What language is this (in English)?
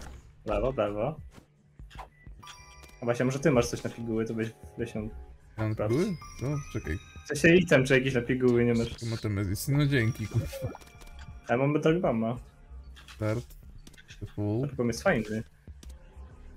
Polish